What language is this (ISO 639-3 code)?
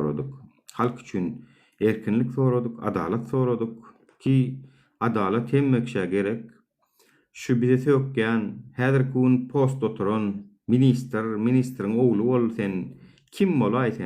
tuk